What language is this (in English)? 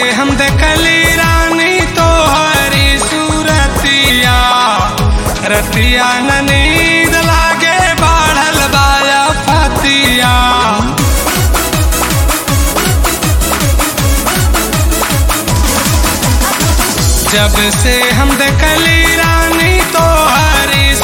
Bhojpuri